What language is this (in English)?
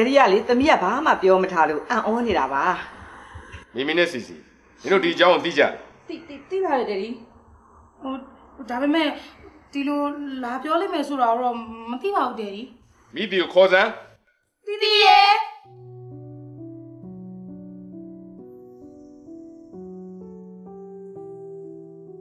Burmese